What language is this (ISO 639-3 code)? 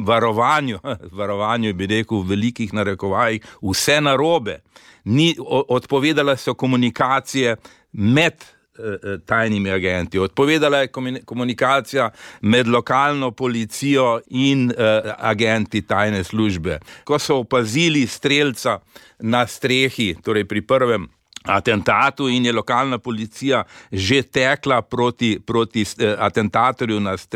slv